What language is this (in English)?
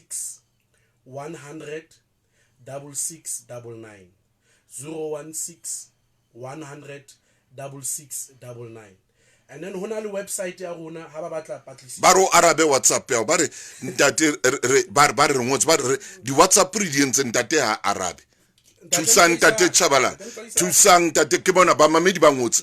Southern Sotho